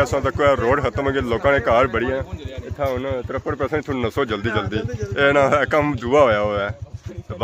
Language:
Pahari-Potwari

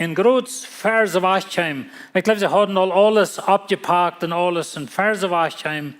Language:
Plautdietsch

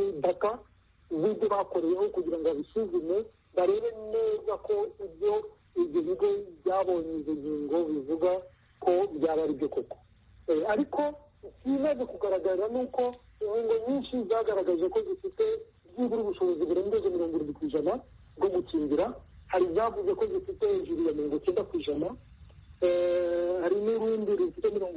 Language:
Kinyarwanda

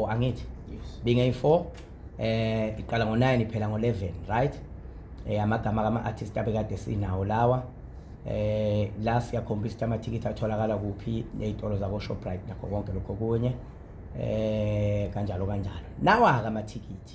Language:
Zulu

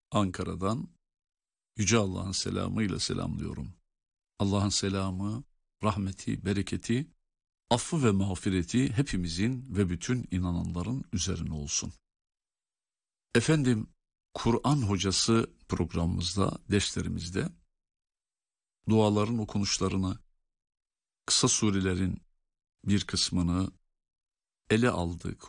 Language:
Turkish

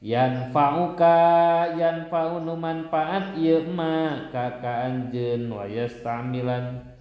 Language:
Sundanese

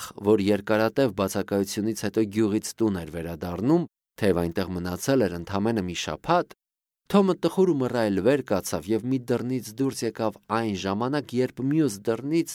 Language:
Armenian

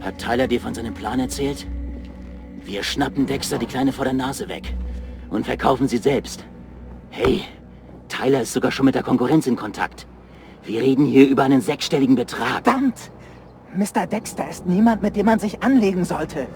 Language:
Bavarian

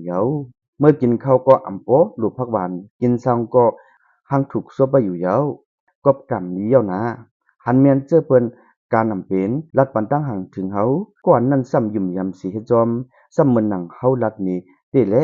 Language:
Shan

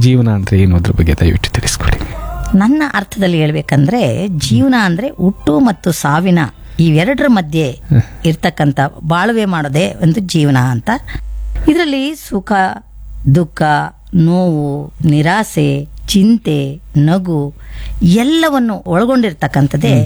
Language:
Kannada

